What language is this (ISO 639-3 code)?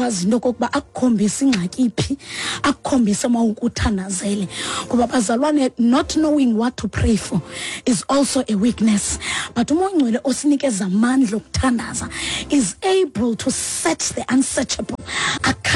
xho